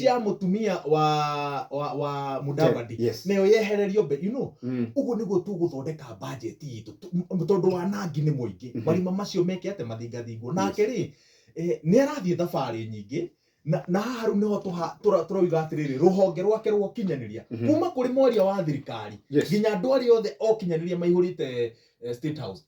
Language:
Kikuyu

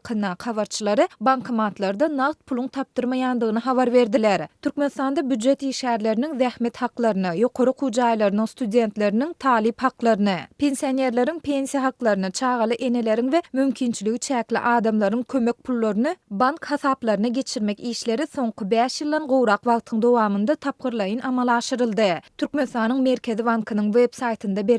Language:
Turkmen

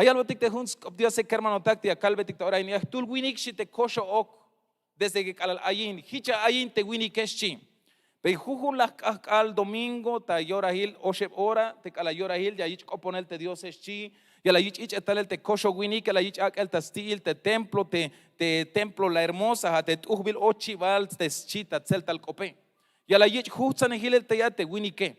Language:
Tzeltal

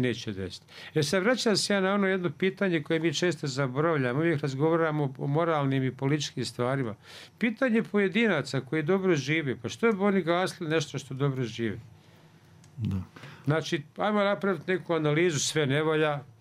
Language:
Bosnian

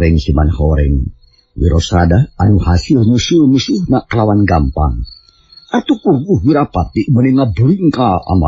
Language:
Sundanese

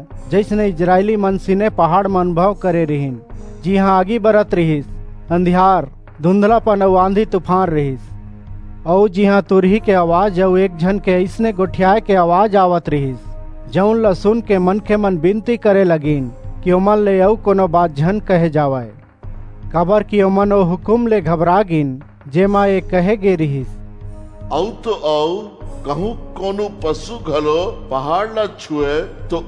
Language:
Chhattisgarhi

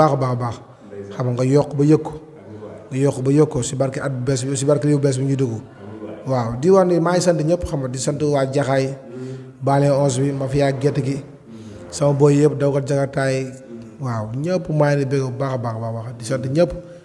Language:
Wolof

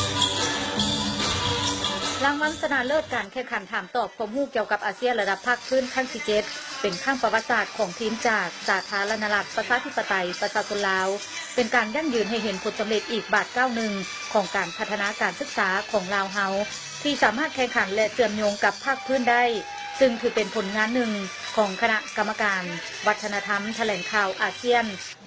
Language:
Lao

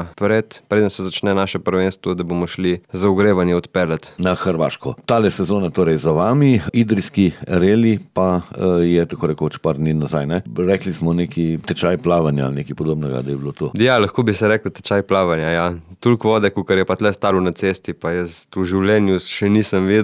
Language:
Slovenian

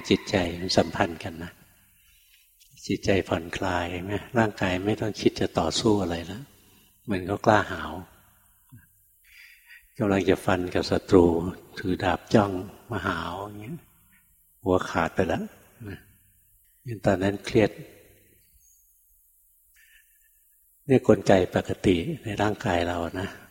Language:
Thai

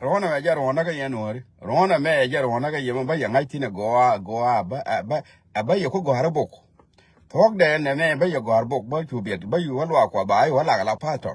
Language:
Nuer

